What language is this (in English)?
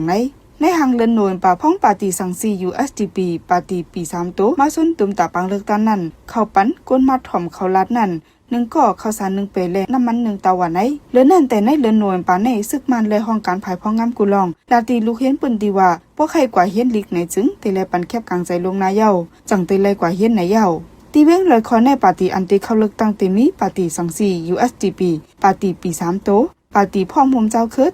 Shan